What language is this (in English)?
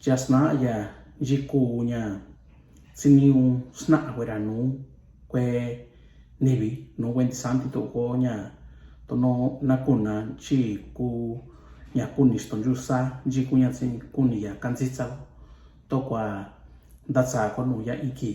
Mixtepec Mixtec